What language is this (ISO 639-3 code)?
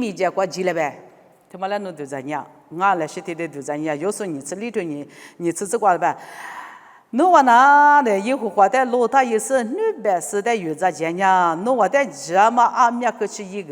lis